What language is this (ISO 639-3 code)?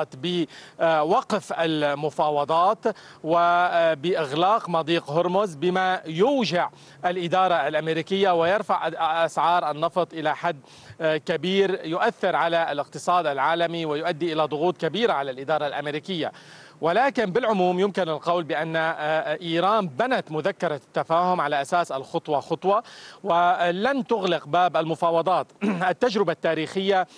ara